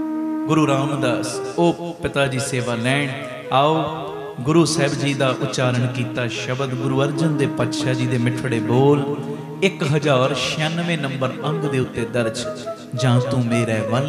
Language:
Punjabi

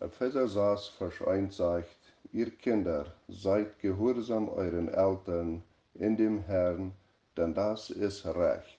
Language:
Plautdietsch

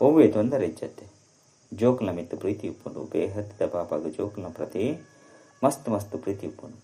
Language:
Tulu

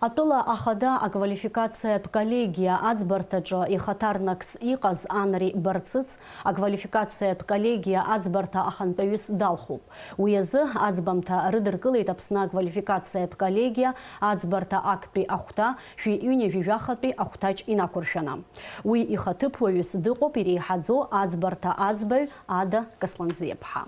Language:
Abkhazian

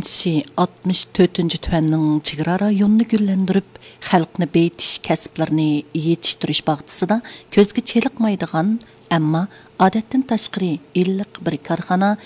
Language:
Uyghur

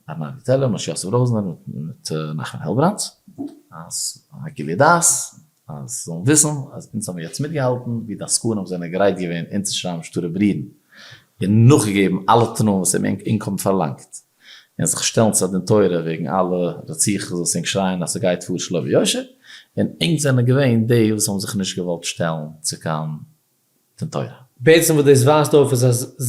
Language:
Yiddish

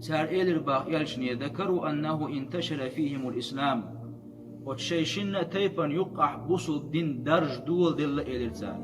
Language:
Chechen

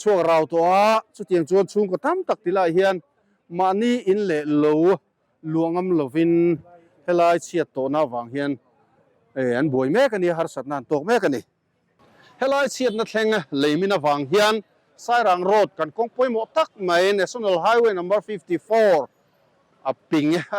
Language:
Mizo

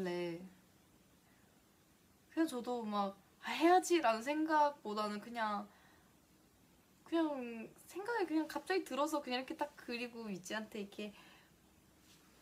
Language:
Korean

